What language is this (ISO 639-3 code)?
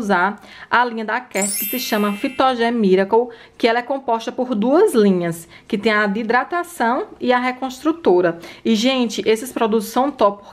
por